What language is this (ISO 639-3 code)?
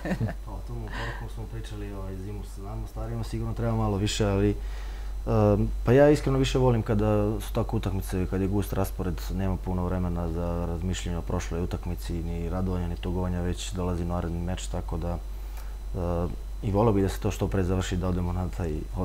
srp